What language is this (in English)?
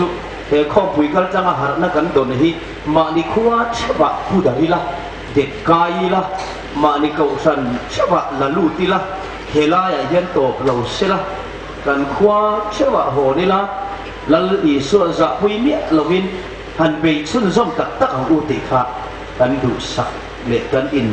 Hmar